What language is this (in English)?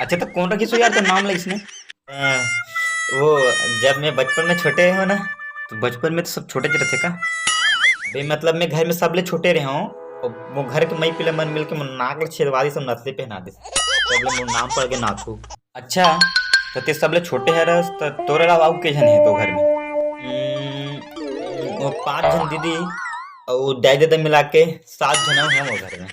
Chhattisgarhi